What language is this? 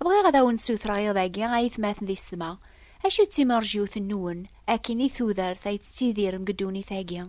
Kabyle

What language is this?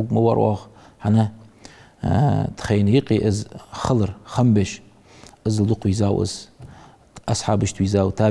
Ingush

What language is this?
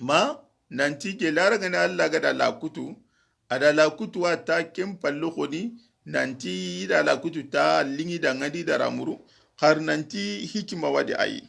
Soninke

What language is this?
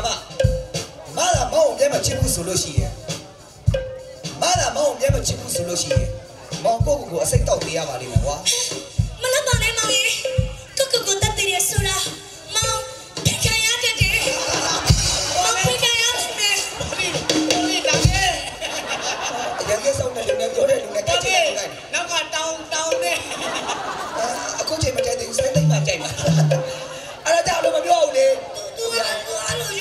Burmese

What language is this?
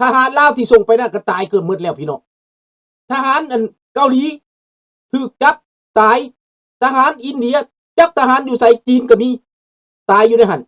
Lao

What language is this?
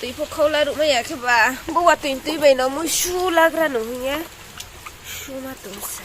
Riang (India)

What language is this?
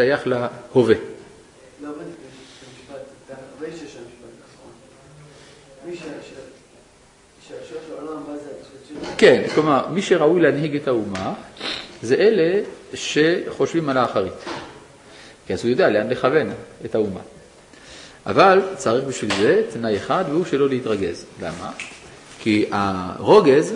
Hebrew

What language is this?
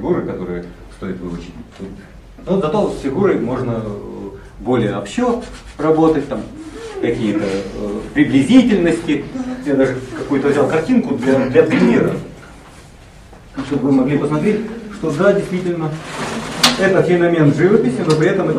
Russian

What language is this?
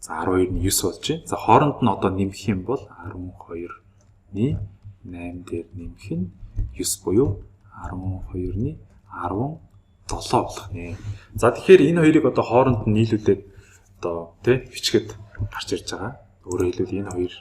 Mongolian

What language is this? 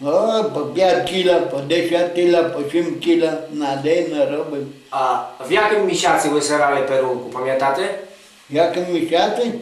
Rusyn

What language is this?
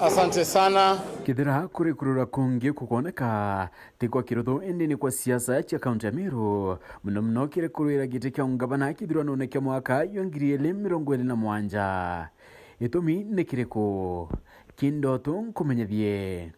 Meru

